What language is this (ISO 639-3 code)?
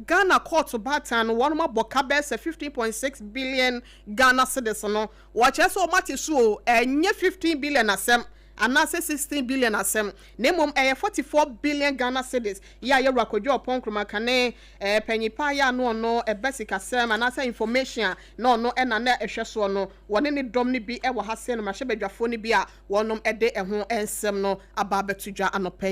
aka